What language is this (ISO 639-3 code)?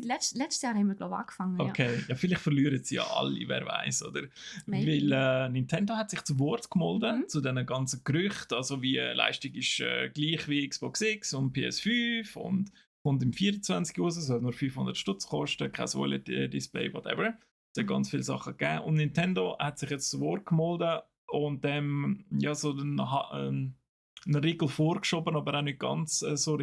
gsw